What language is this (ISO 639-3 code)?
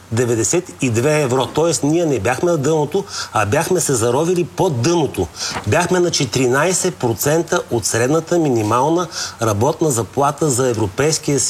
bul